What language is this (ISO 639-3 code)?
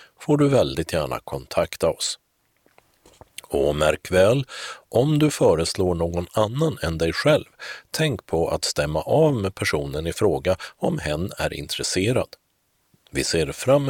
swe